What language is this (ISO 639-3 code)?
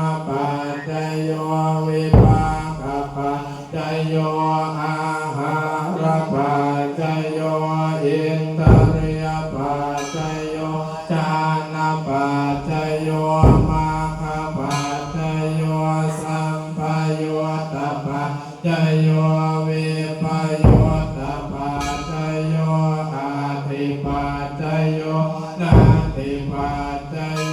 pli